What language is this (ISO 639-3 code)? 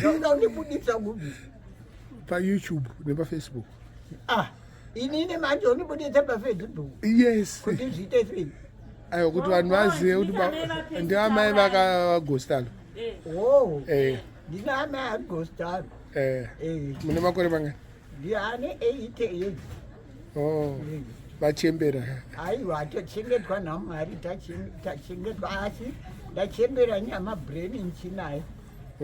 sna